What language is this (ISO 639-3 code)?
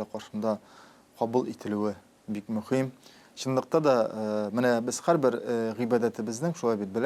tat